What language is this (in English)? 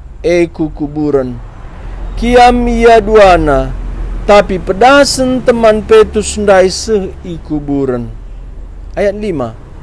Batak Karo